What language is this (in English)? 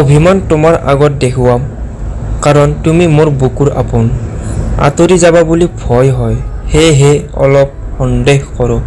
Assamese